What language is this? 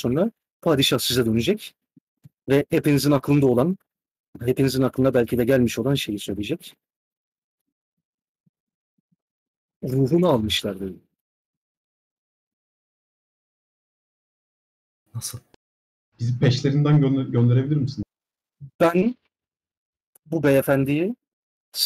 Turkish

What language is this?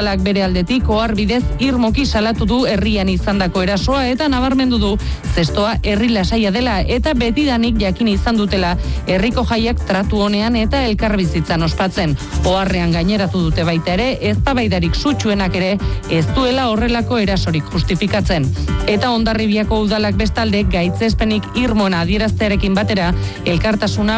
Basque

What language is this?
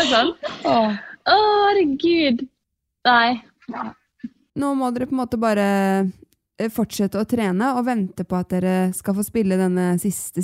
Norwegian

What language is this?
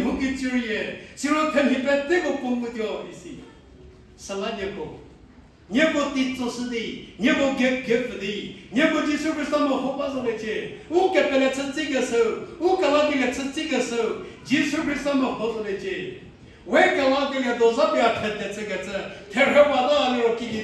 Angami Naga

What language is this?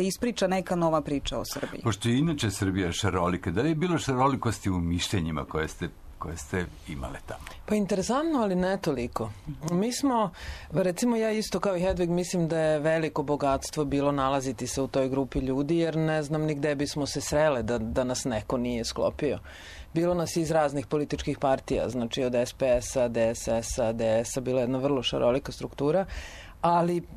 Serbian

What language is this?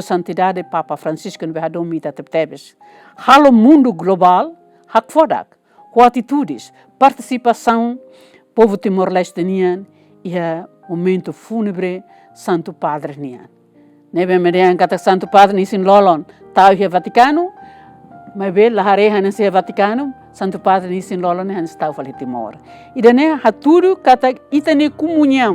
Tetum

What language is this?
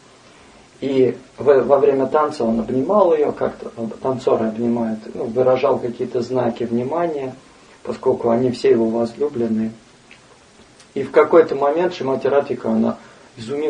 Russian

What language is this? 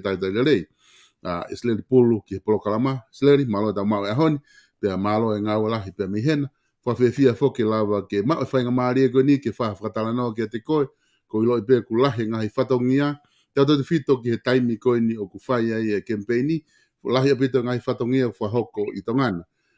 Tongan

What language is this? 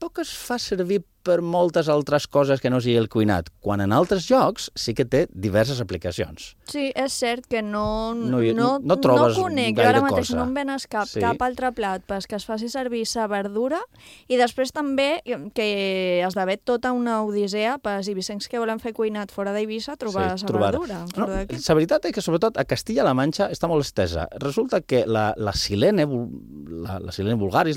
Catalan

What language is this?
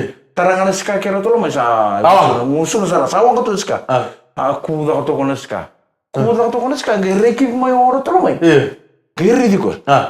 Fijian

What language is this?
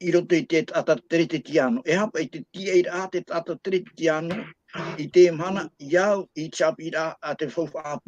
Tahitian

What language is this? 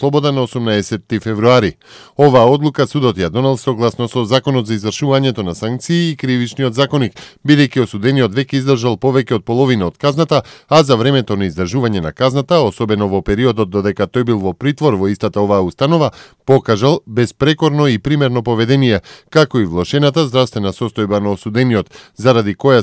Macedonian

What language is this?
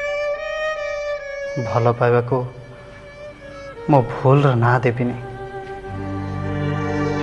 Odia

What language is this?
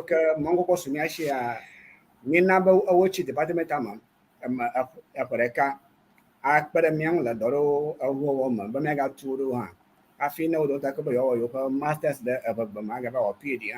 Ewe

